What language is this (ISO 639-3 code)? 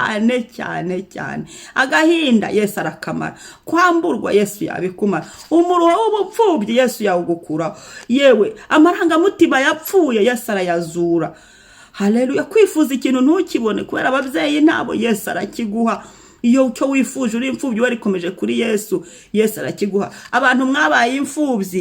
kin